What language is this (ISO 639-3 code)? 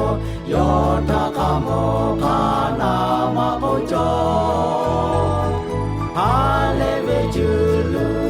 lhu